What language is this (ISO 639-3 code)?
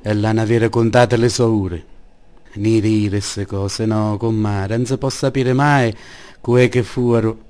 scn